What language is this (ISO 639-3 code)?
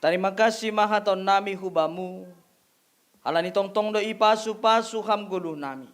bts